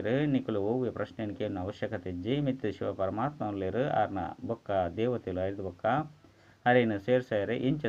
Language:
Tulu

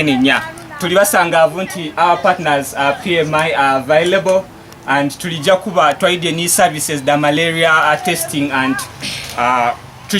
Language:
Ganda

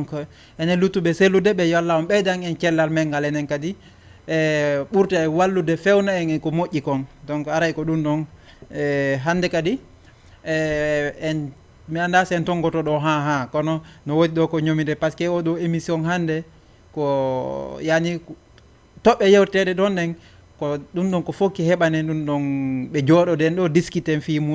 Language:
Fula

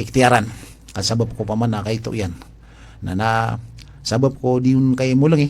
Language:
Maranao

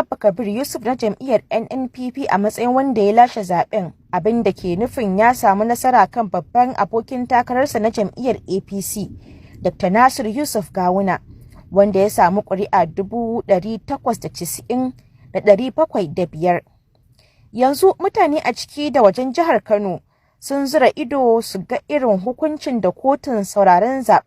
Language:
Hausa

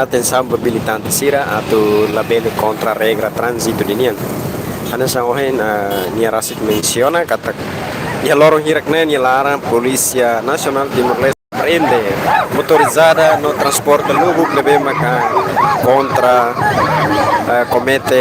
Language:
Tetum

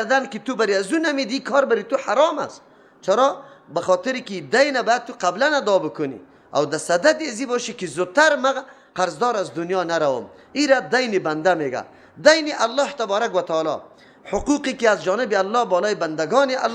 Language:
Persian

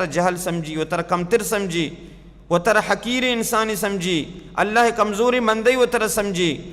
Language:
Baluchi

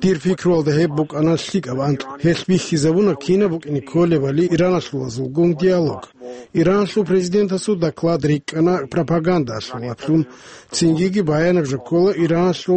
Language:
Avaric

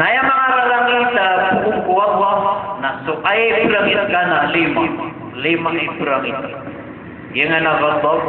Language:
Maranao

